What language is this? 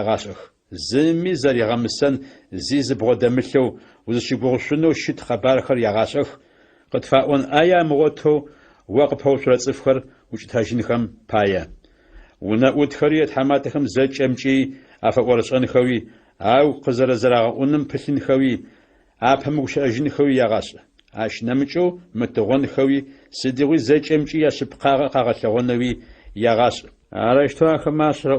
Adyghe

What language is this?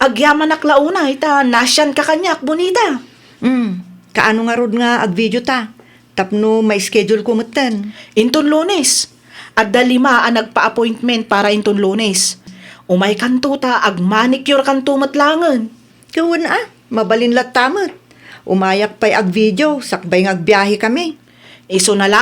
Iloko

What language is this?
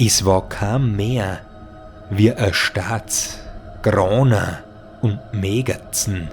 Bavarian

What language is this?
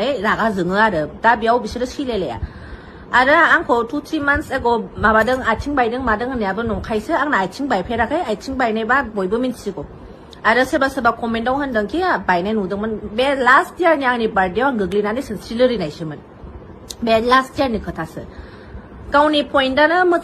Bodo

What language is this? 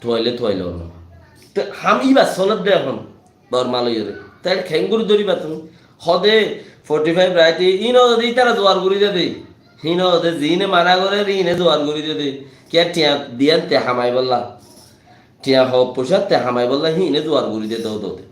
Rohingya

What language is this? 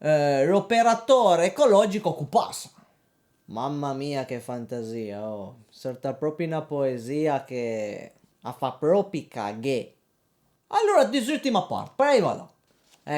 Piedmontese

